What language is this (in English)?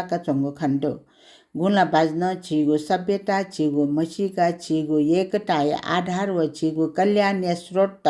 Newari